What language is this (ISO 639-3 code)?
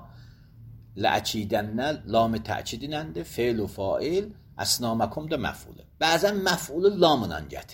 aze